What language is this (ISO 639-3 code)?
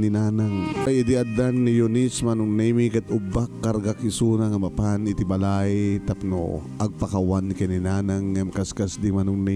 ilo